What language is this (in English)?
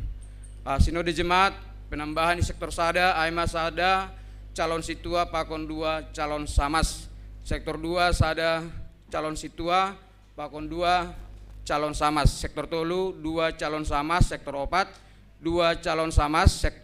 Batak Simalungun